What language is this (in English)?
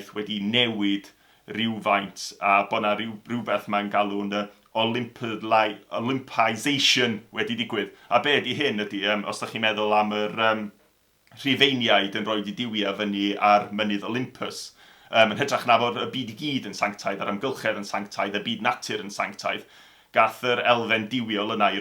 Welsh